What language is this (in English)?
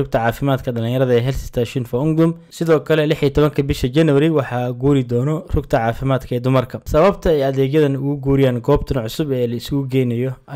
Somali